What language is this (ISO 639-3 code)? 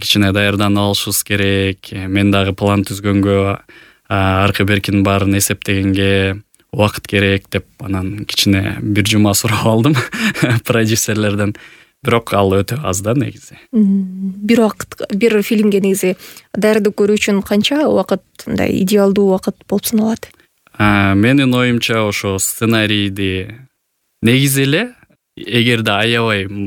kir